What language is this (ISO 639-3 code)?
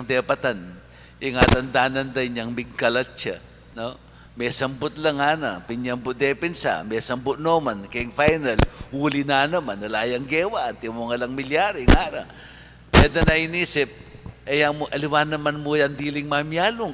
pam